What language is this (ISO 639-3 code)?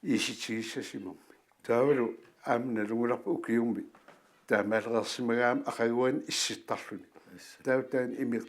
kal